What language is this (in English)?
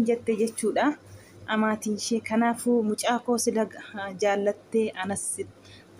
Oromo